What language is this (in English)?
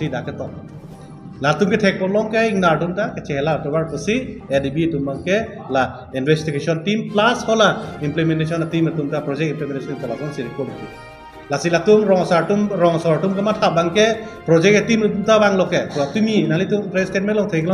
Karbi